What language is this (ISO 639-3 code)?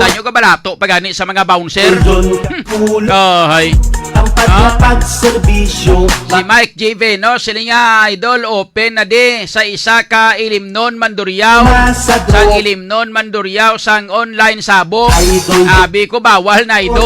hil